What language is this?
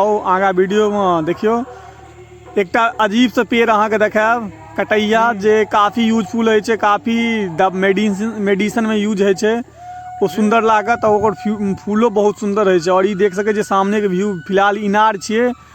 Maithili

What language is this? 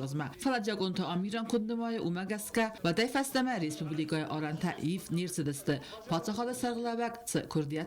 Ossetic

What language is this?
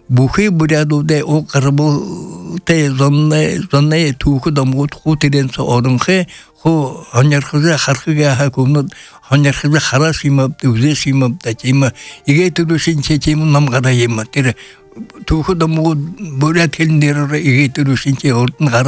Buriat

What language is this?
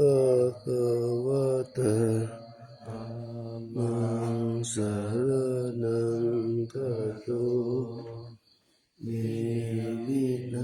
Pali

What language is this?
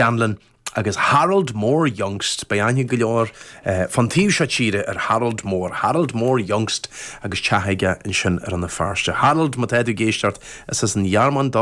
Irish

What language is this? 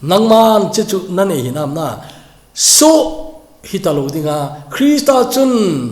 Thado Chin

